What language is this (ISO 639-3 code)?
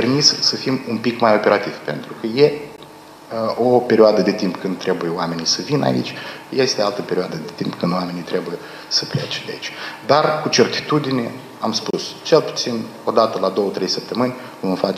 ron